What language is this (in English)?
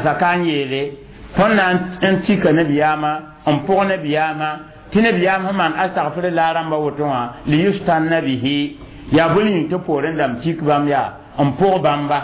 Mossi